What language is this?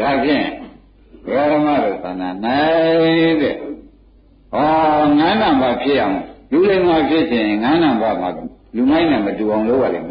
Burmese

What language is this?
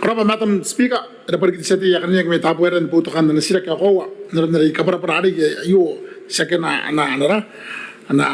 Gilbertese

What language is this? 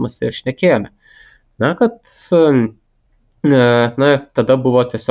Lithuanian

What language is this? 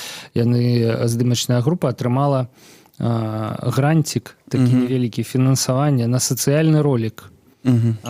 Belarusian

